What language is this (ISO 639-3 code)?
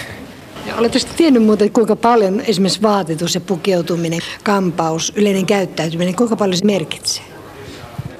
fin